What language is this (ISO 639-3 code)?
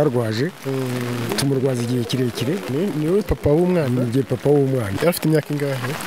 kin